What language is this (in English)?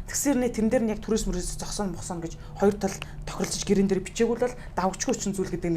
Mongolian